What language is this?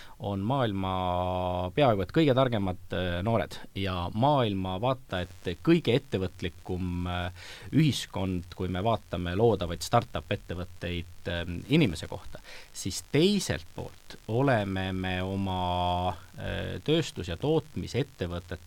Estonian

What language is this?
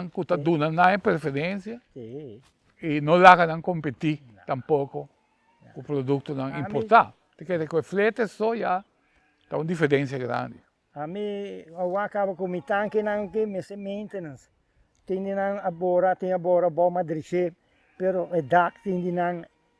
Papiamento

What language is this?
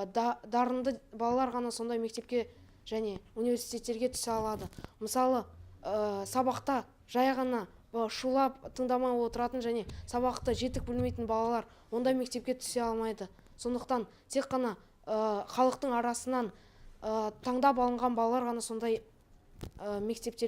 Kazakh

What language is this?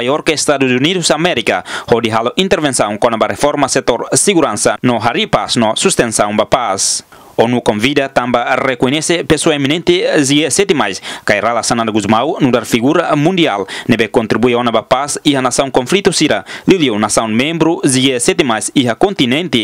Tetum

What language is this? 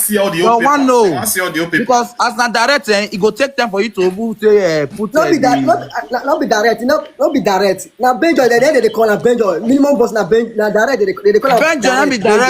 Nigerian Pidgin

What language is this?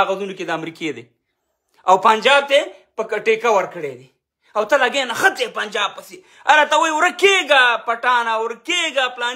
Pashto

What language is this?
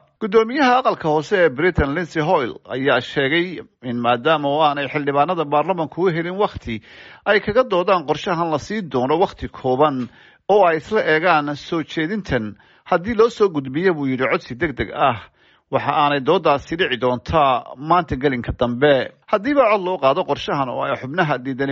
Somali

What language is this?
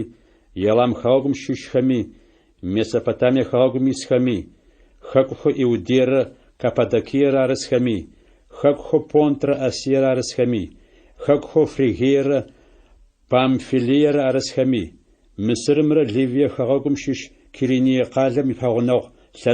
Adyghe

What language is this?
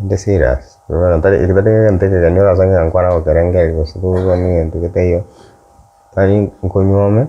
Gusii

